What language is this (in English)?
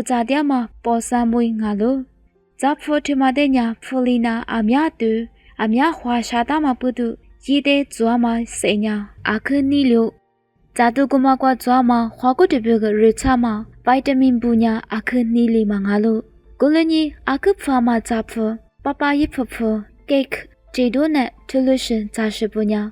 Lisu